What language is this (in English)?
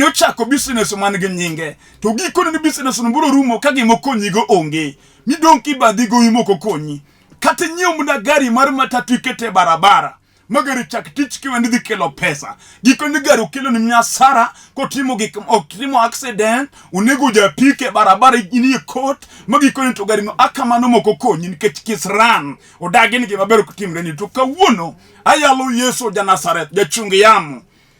Luo (Kenya and Tanzania)